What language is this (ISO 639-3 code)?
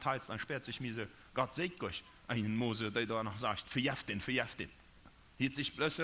pdt